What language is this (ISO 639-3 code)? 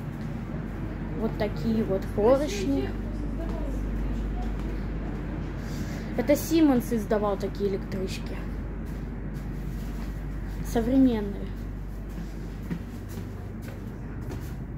rus